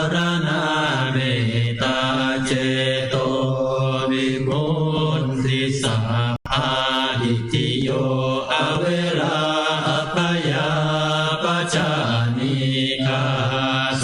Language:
Pali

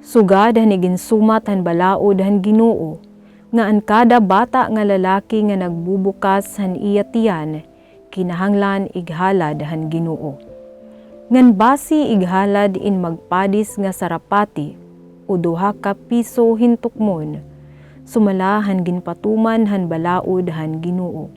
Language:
Waray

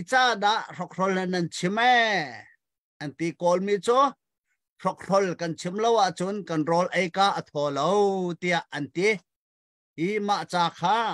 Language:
Hakha Chin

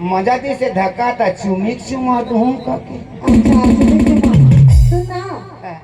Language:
Chhattisgarhi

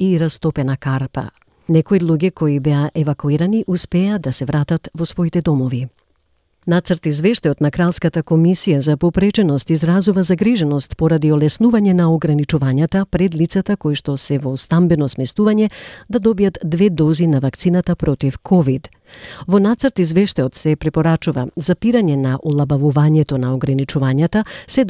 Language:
Macedonian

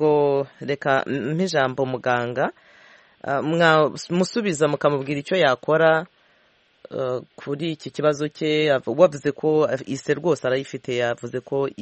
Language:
Kinyarwanda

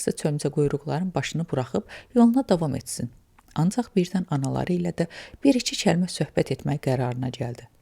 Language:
Azerbaijani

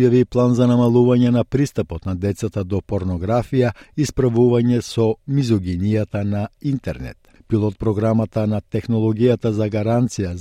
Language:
Macedonian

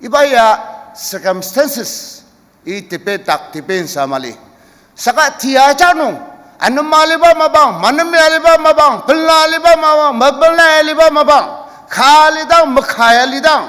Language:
Ao Naga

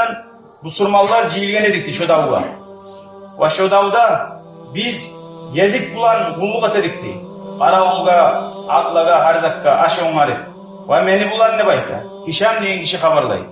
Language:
Kumyk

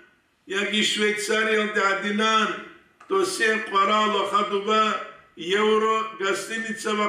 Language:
Avaric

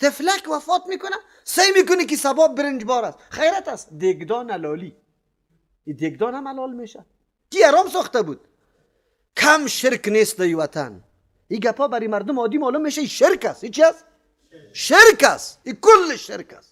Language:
Persian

